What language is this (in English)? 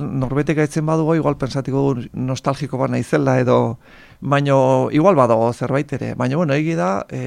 Basque